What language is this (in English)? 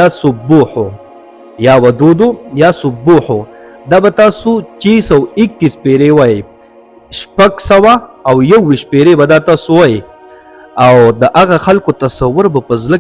Pashto